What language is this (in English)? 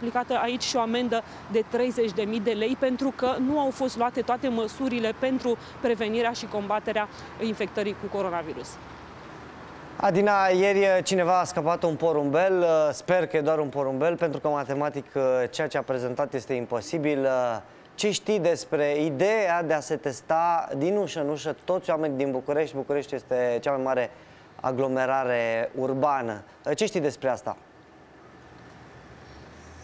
Romanian